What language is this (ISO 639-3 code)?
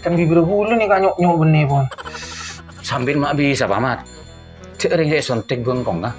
mad